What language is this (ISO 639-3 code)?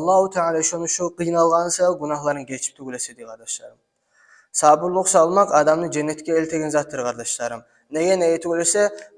kum